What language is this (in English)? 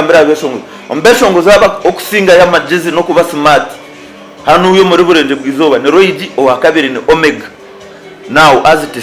Nyankole